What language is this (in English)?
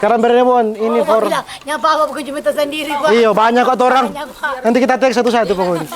Manado Malay